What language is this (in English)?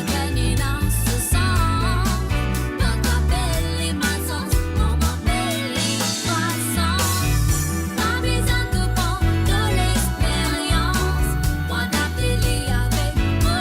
Morisyen